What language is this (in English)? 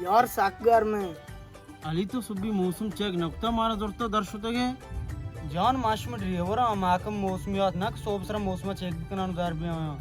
Baluchi